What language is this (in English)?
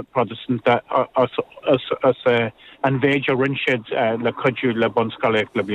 Irish